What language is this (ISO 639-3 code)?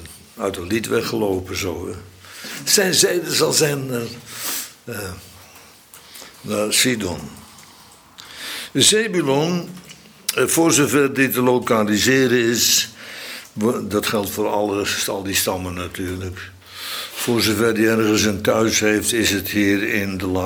nld